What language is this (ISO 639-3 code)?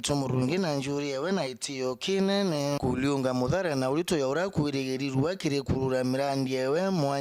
mer